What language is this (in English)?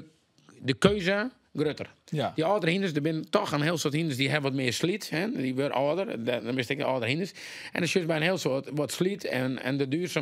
Western Frisian